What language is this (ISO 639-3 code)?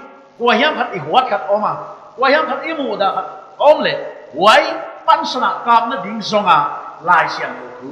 pck